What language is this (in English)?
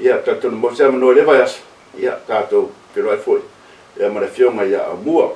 Samoan